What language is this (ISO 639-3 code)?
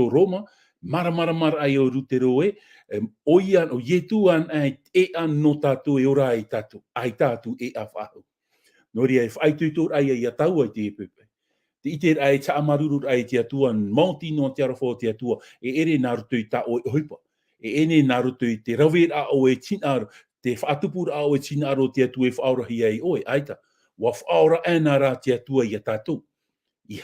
tah